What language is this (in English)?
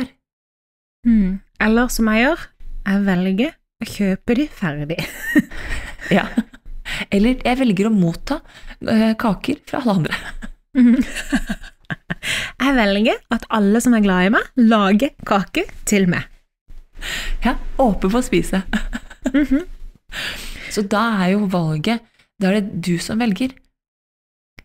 Norwegian